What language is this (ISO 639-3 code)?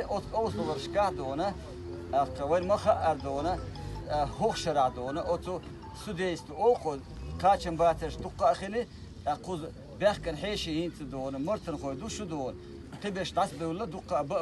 che